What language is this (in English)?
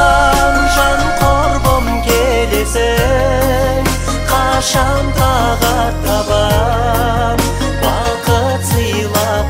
Kazakh